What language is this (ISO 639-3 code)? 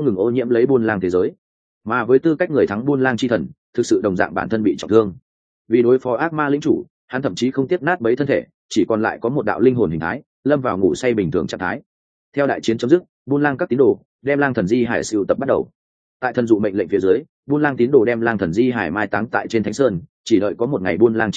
vie